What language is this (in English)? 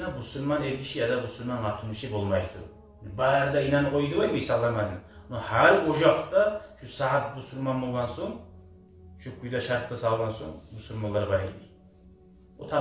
Kumyk